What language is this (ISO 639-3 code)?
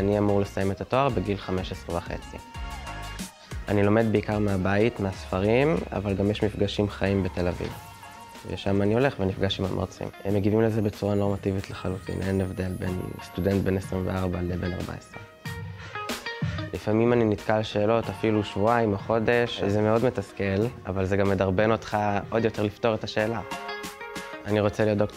heb